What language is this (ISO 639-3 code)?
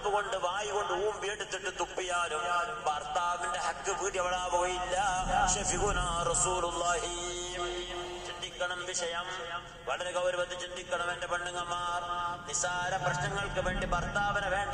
mal